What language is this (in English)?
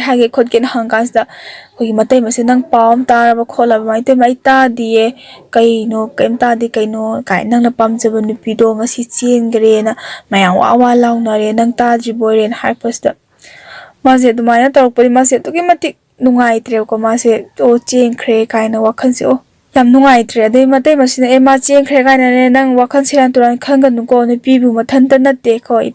Manipuri